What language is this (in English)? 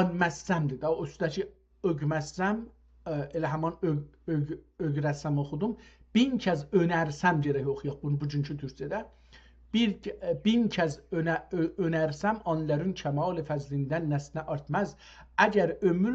South Azerbaijani